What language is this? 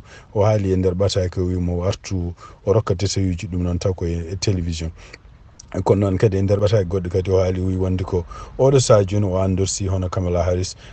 Fula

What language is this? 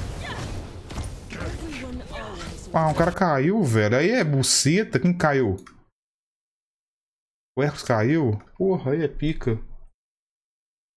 Portuguese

